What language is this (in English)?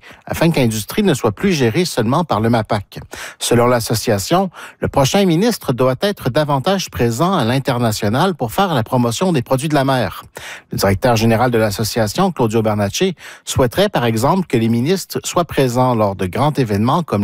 French